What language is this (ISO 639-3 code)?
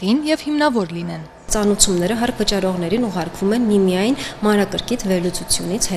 hye